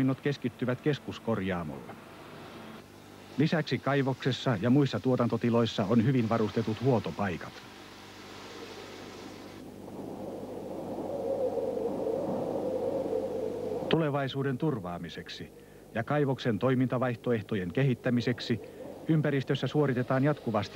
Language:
Finnish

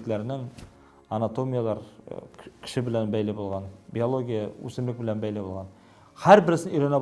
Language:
Tatar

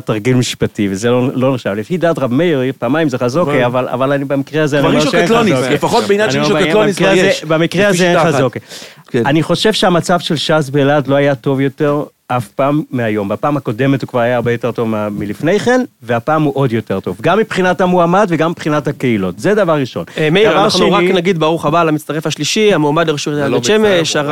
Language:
Hebrew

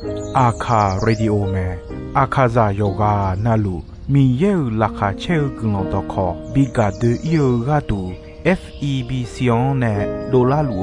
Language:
Akha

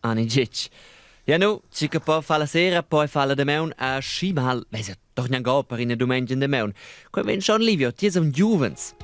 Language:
Romansh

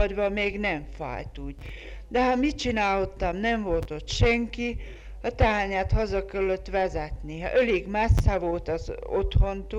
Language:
Hungarian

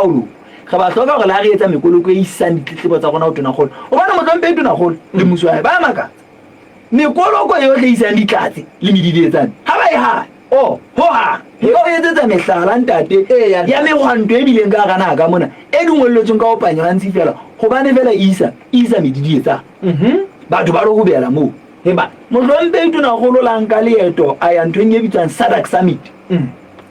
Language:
Southern Sotho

